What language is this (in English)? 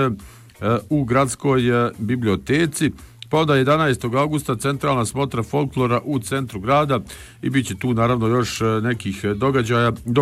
Bosnian